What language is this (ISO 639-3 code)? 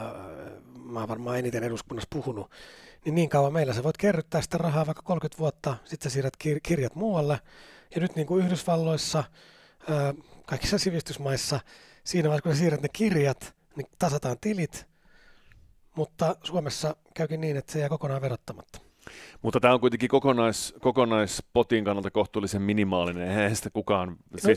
fin